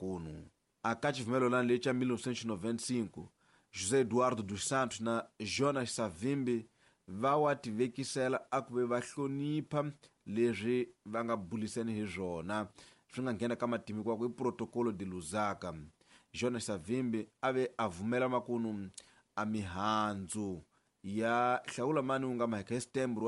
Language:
Tsonga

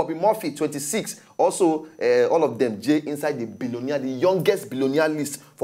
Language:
Nigerian Pidgin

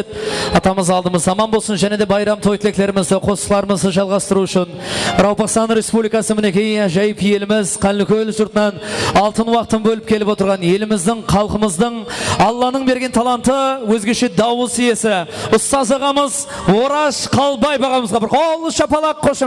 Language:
Kara-Kalpak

